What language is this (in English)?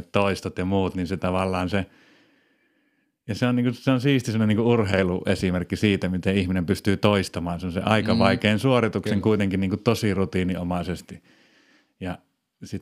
Finnish